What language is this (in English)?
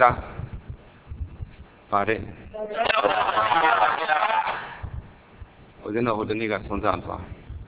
Burmese